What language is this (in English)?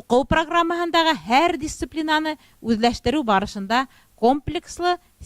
Bashkir